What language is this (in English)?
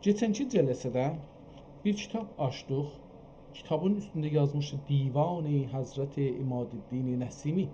South Azerbaijani